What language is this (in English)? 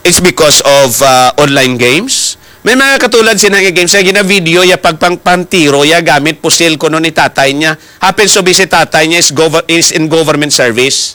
Hiligaynon